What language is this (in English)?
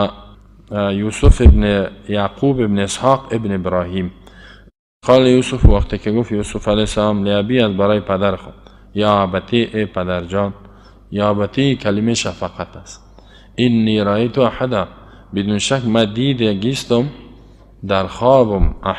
Persian